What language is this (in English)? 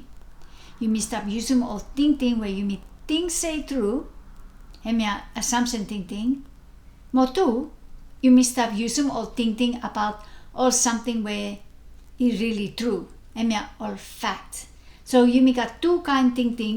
Bislama